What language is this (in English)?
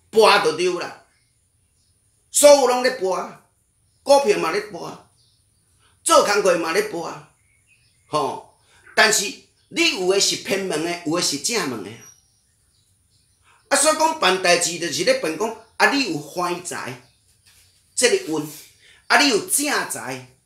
Min Nan Chinese